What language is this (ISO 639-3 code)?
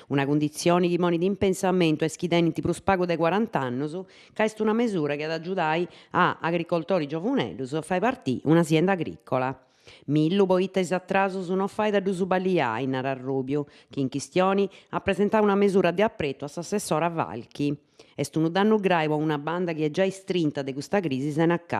srd